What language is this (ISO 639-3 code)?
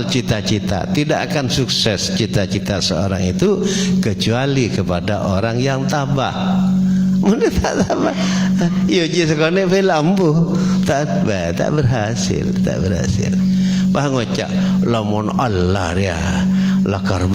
mad